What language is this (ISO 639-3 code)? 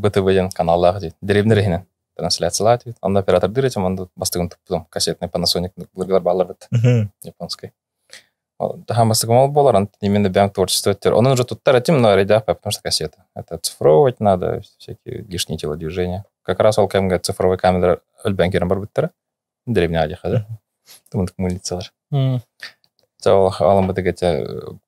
sah